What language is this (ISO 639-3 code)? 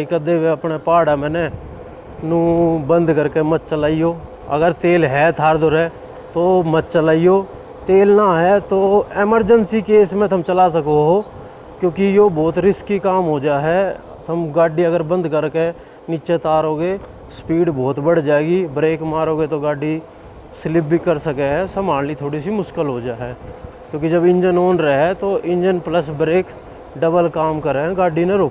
bgc